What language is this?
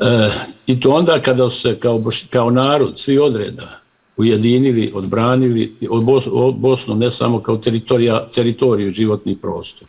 Bosnian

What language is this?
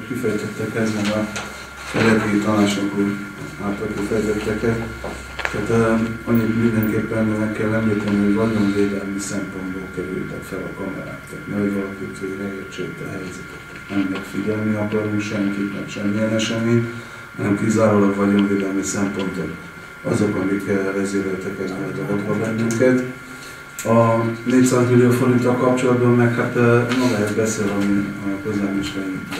Hungarian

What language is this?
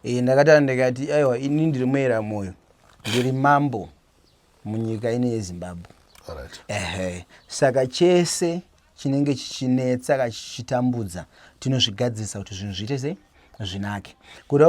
Shona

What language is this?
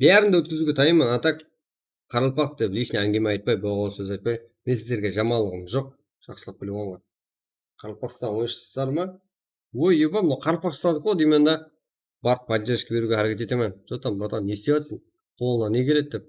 Kara-Kalpak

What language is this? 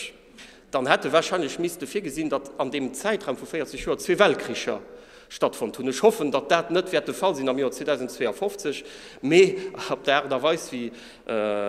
Luxembourgish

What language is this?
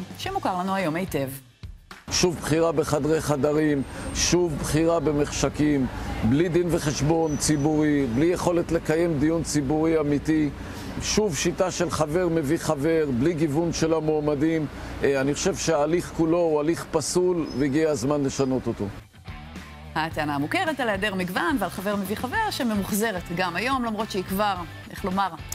Hebrew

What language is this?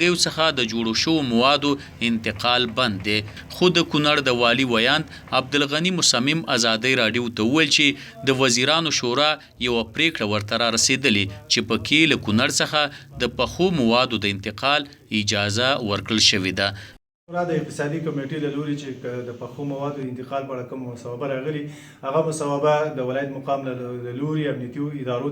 Pashto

